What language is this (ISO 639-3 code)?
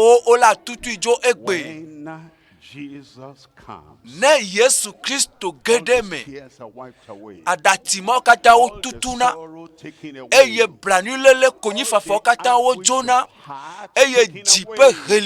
ewe